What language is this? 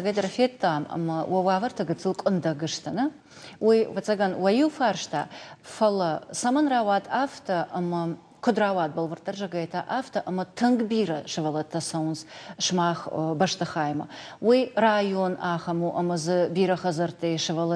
Ossetic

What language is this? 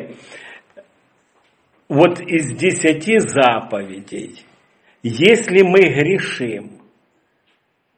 Russian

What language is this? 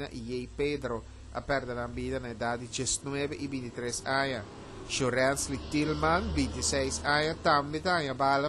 Papiamento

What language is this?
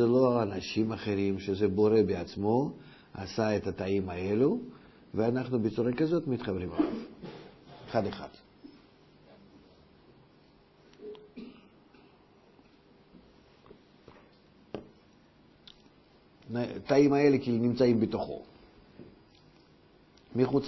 Hebrew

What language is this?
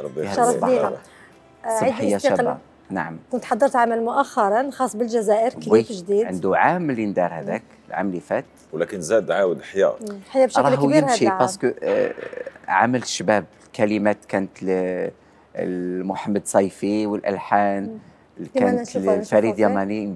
Algerian Arabic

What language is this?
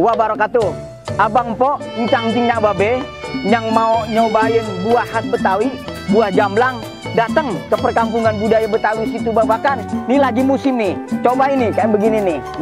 Betawi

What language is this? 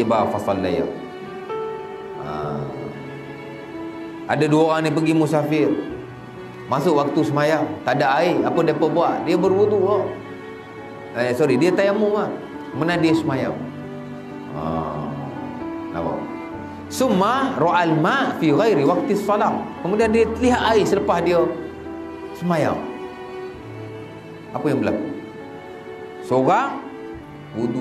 Malay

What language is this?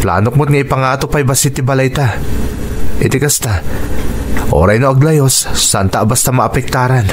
Iloko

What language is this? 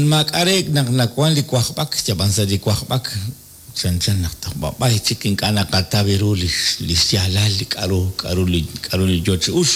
Kekchí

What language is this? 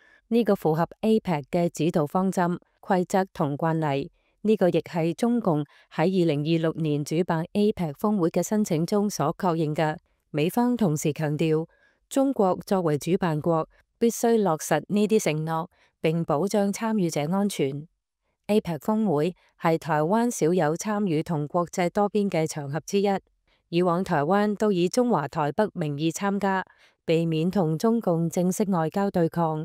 Cantonese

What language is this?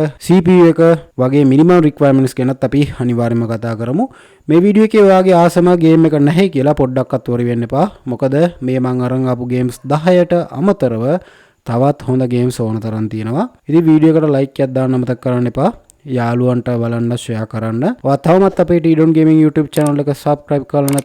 Sinhala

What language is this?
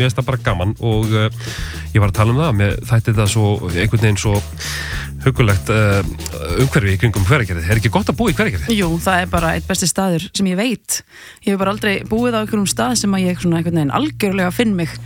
Icelandic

